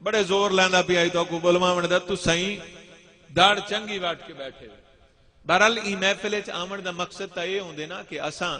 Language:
Saraiki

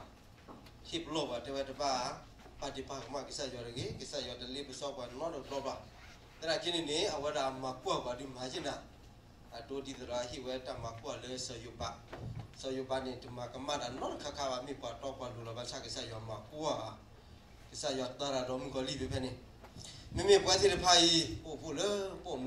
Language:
S'gaw Karen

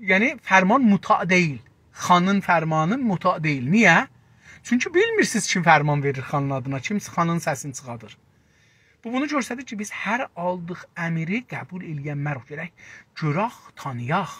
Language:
South Azerbaijani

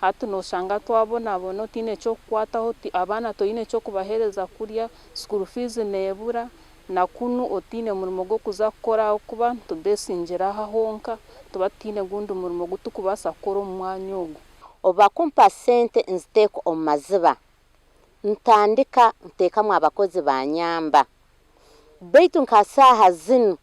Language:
Nyankole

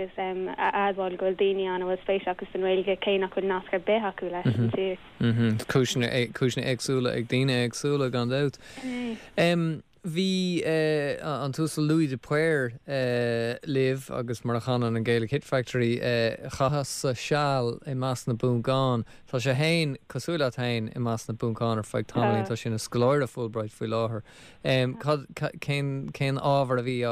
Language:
Irish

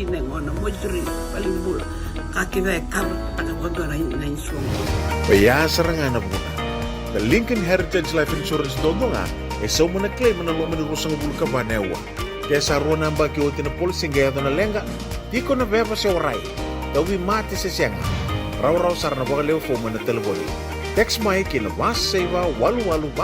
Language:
Fijian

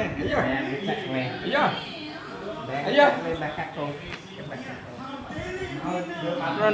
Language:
Indonesian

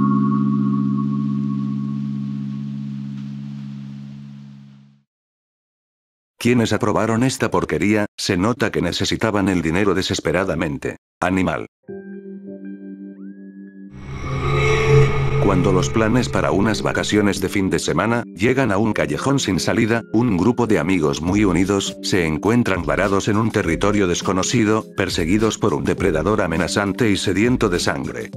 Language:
Spanish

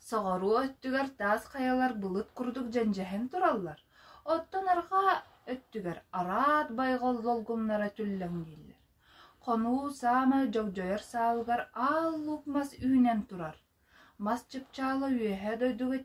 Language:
Yakut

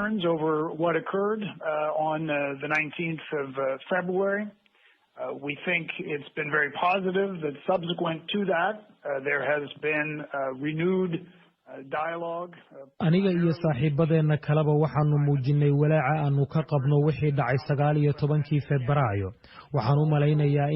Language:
Somali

